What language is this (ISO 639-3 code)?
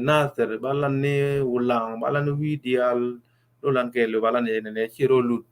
nus